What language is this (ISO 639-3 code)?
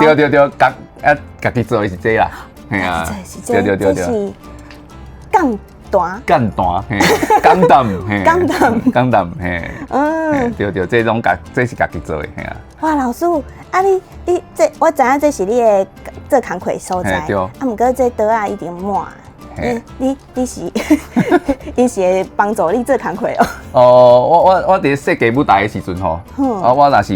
nan